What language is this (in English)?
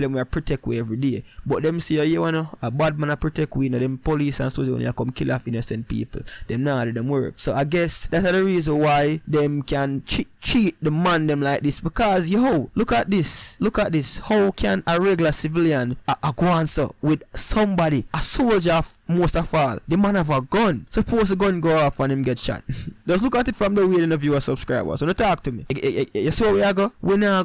Jamaican Creole English